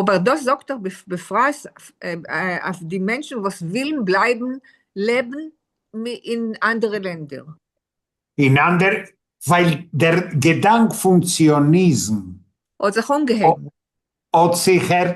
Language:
Yiddish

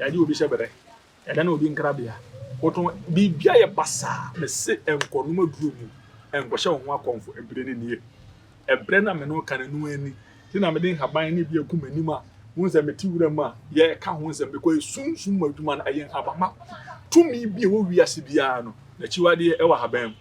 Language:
Akan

